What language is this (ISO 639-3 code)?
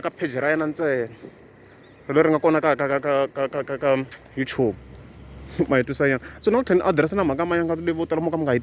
tso